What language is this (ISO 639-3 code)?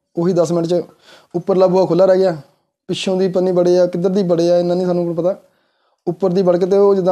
pan